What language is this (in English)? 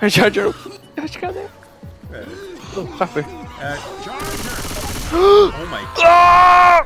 Faroese